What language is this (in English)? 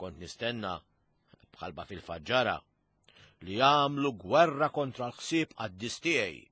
Maltese